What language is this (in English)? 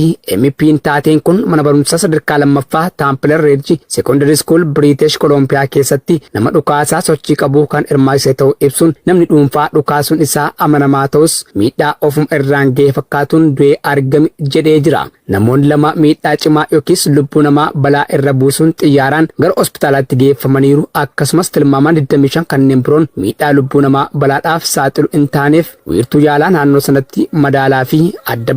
Oromo